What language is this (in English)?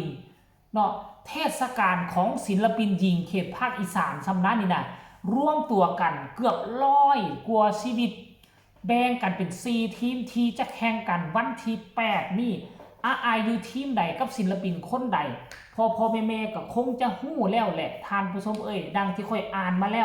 Northeastern Thai